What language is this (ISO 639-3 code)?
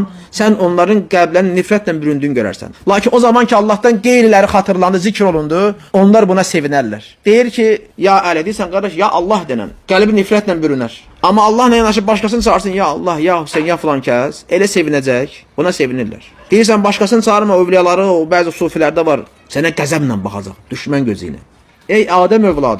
aze